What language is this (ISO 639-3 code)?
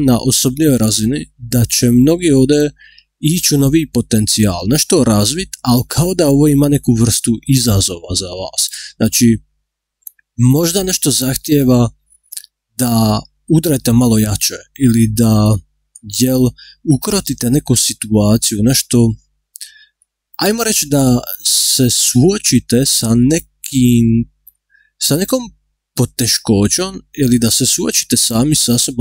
hrv